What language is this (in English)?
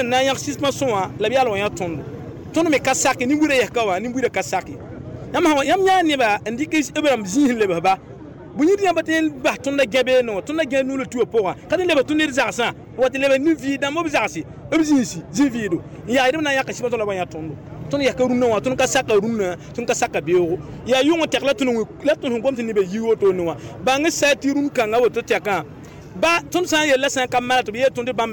Mossi